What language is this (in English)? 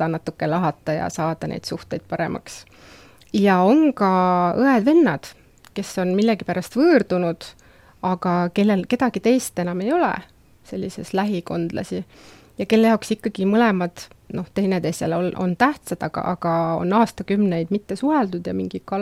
Estonian